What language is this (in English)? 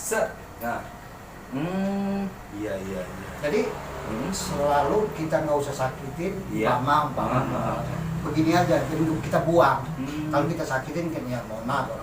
Betawi